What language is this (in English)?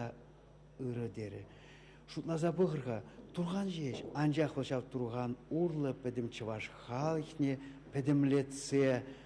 Chuvash